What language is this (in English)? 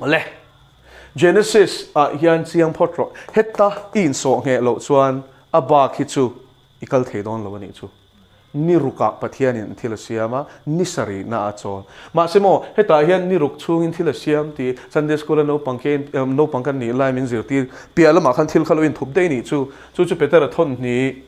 Mizo